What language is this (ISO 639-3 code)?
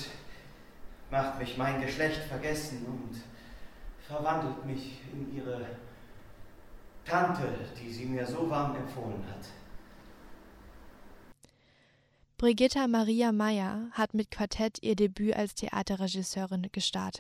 deu